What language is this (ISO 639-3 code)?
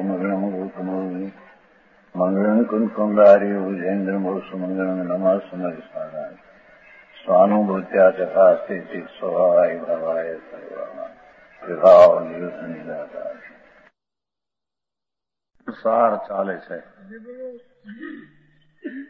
guj